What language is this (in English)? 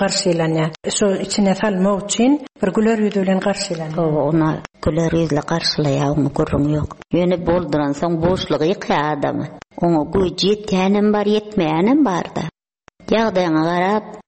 Turkmen